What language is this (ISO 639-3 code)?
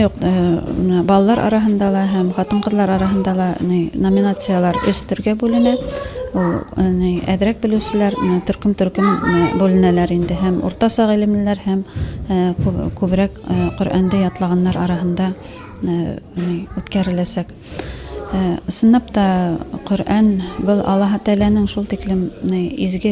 bak